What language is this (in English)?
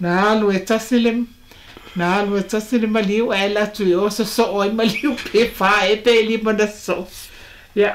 Samoan